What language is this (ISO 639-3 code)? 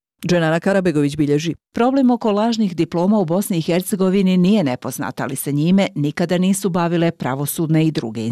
bos